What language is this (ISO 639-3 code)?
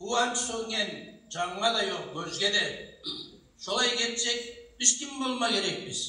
kum